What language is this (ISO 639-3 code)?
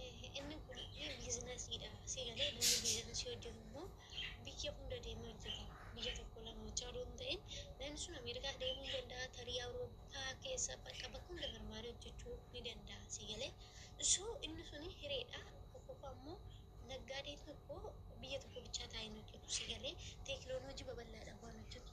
orm